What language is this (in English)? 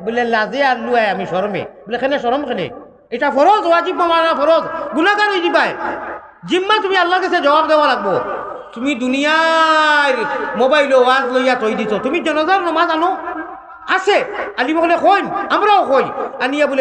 Sylheti